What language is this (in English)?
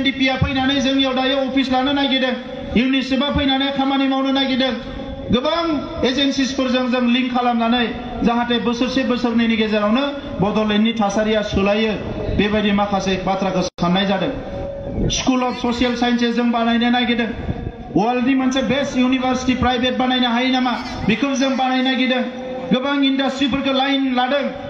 Bodo